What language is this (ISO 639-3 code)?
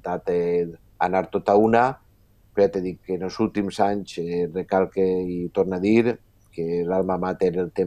cat